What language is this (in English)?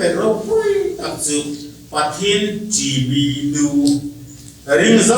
Hmar